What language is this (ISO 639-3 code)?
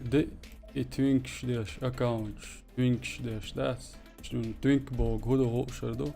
che